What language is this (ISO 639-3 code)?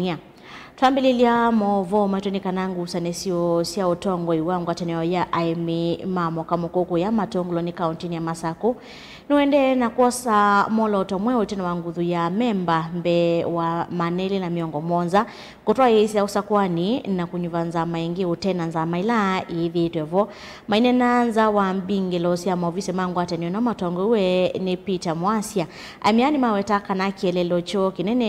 kam